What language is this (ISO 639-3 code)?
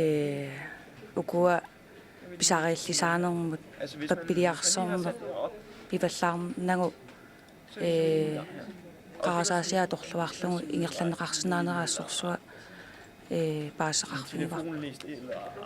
kal